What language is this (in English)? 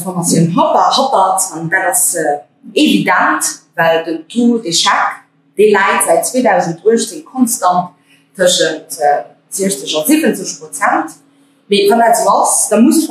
Luxembourgish